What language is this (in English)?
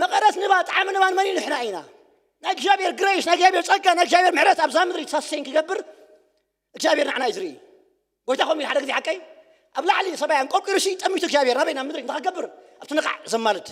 Tigrinya